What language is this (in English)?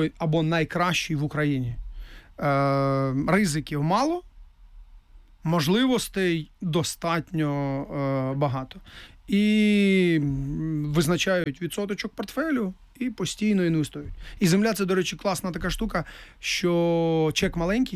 Ukrainian